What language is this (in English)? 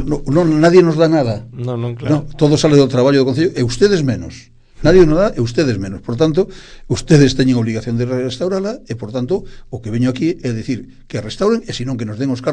Galician